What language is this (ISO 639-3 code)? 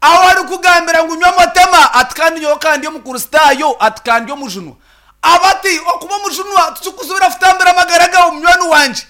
nyn